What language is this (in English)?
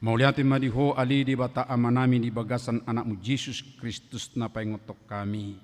Batak Toba